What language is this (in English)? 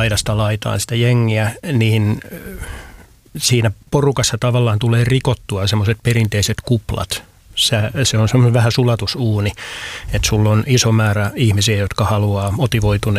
Finnish